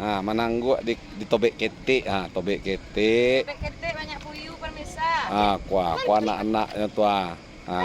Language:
Minangkabau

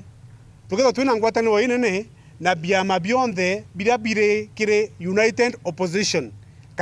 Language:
Meru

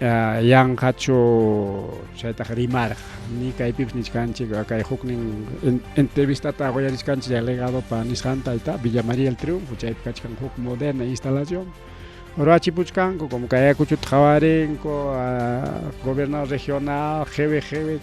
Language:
Ayacucho Quechua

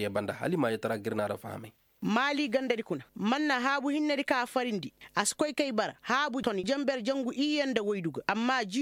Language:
Koyraboro Senni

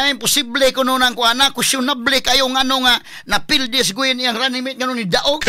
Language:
Cebuano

